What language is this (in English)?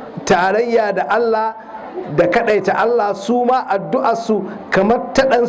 Hausa